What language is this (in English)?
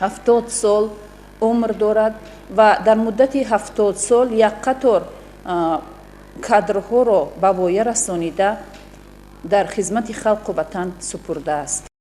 Tajik